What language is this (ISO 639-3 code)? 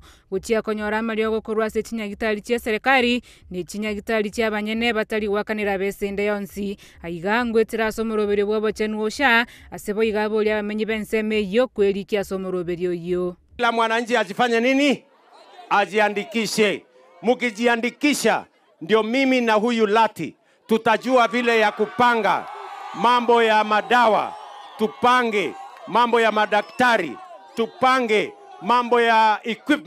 guz